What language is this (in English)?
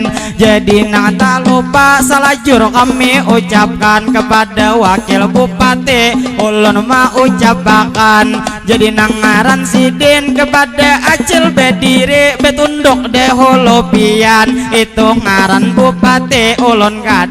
Banjar